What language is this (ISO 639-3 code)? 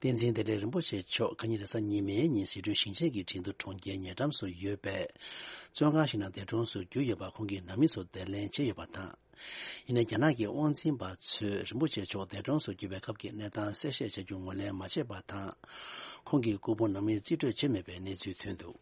bod